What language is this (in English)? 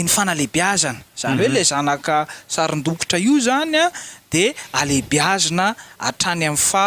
Malagasy